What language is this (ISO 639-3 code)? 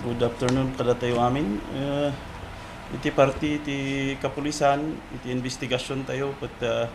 ilo